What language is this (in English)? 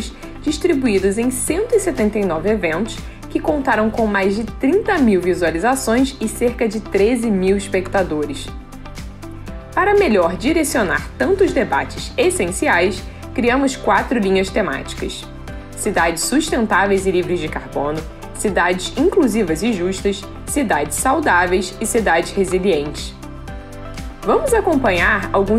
Portuguese